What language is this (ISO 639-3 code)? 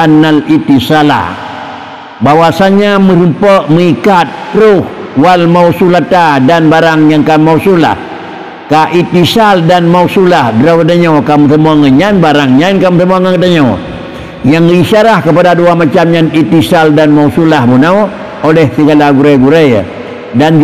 ace